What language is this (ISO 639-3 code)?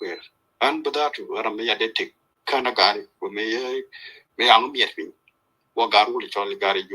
nus